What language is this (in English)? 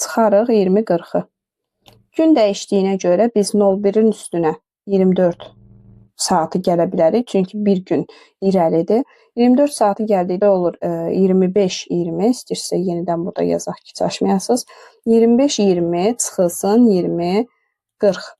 Azerbaijani